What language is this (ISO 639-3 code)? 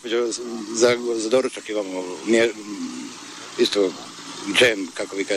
bos